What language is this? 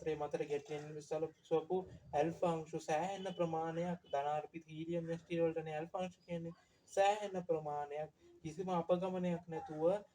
Sinhala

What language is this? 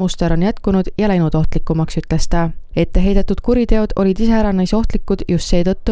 Estonian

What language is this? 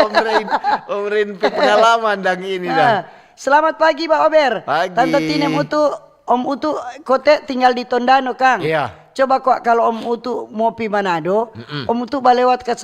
Manado Malay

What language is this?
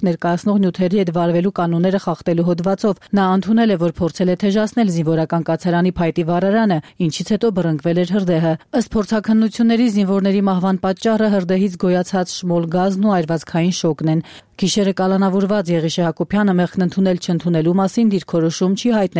Armenian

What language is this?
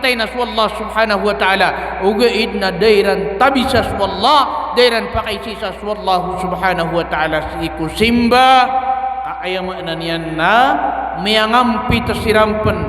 Maranao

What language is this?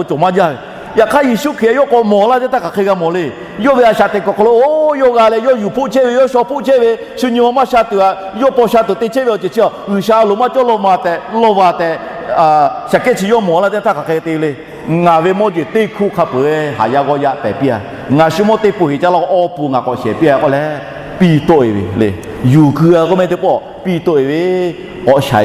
Lahu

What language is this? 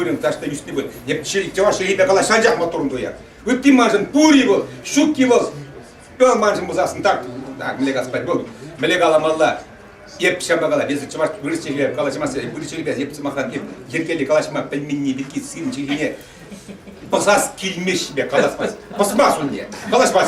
Chuvash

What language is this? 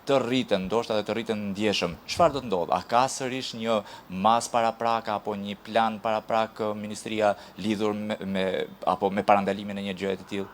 Albanian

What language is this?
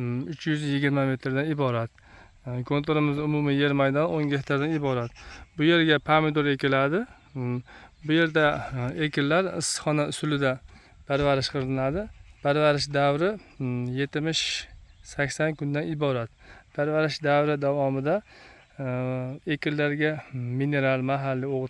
Uzbek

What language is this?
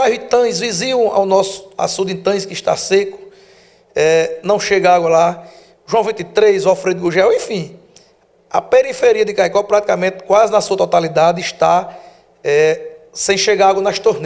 Portuguese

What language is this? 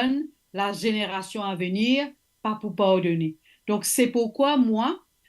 Morisyen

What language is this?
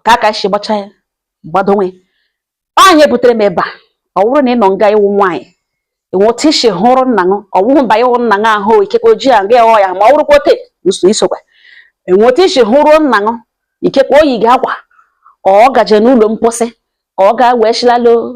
Igbo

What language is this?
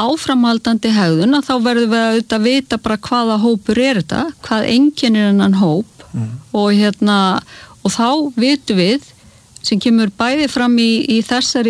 Icelandic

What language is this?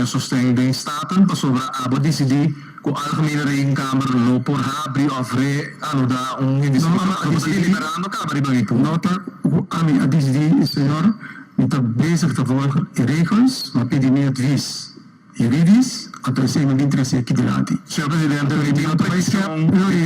Papiamento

